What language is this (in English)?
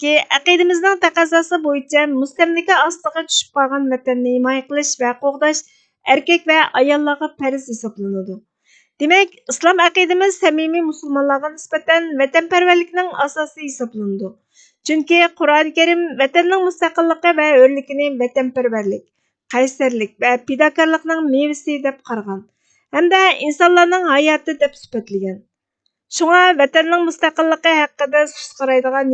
Uyghur